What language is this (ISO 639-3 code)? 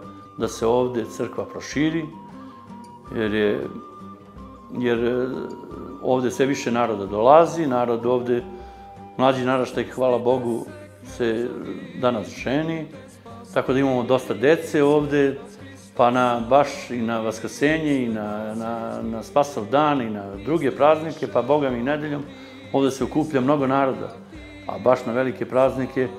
srp